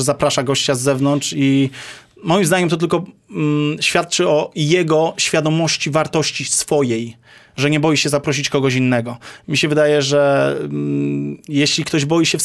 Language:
Polish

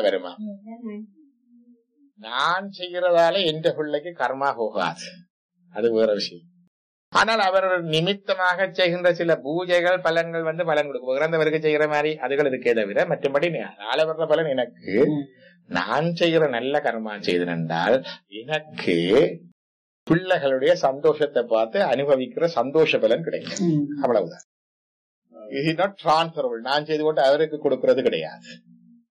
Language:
Tamil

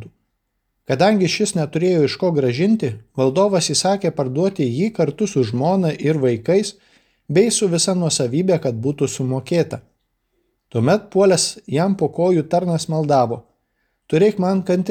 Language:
Lithuanian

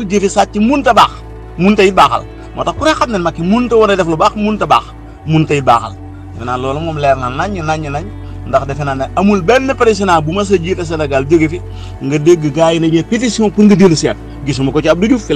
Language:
Wolof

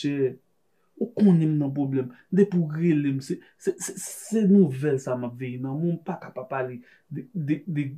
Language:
Haitian Creole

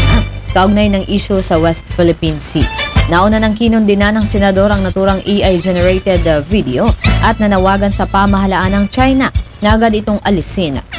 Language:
Filipino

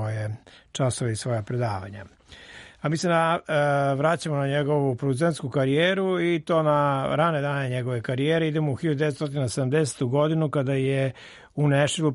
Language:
Serbian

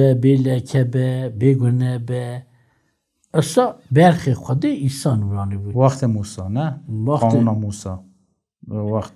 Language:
Kurdish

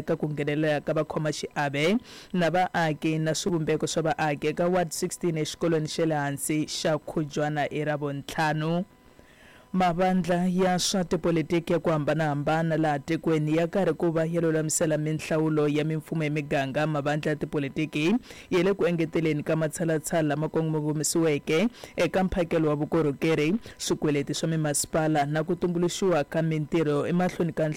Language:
Tsonga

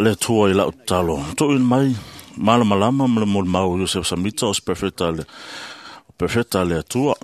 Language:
Samoan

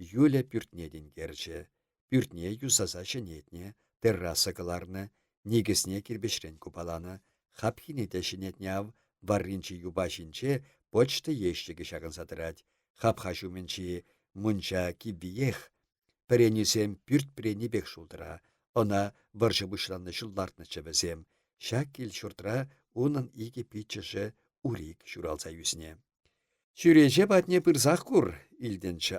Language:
Chuvash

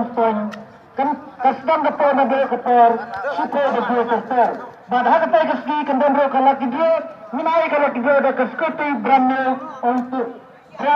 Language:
Khasi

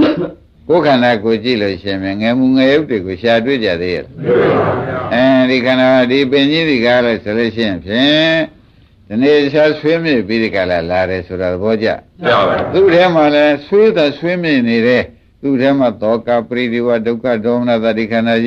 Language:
Burmese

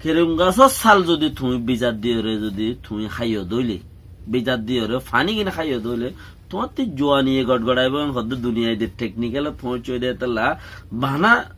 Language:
Rohingya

